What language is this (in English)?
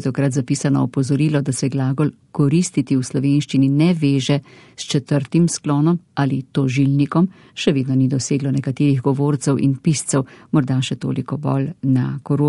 Slovenian